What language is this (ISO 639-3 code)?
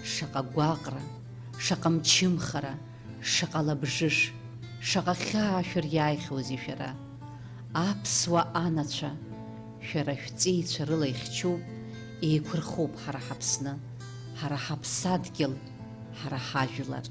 abk